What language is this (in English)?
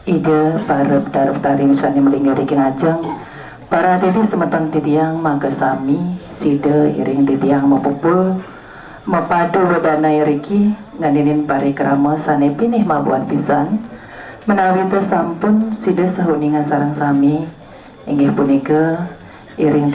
Balinese